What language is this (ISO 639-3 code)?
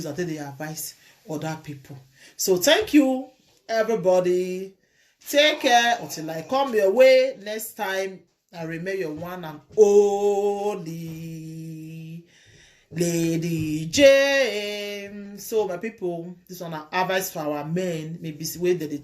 pcm